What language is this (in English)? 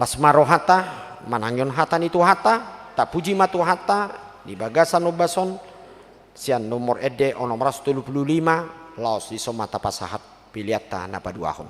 Batak Toba